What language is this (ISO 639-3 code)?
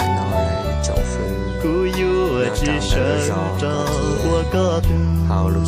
hmn